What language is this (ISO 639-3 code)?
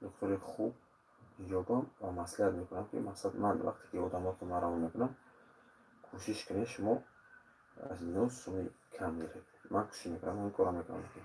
tgk